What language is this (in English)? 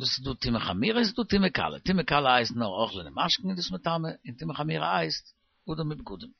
Yiddish